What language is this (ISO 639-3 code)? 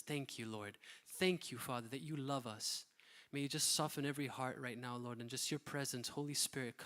eng